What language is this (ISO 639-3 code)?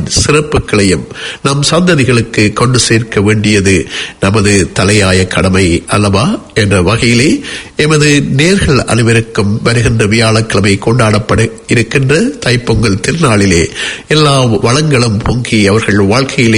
tam